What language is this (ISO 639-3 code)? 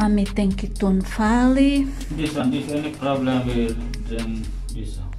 tet